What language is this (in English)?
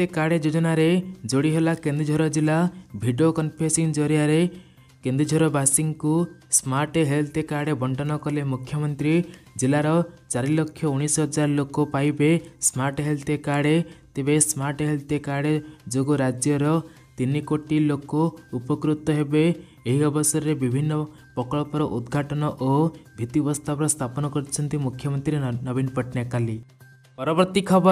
Odia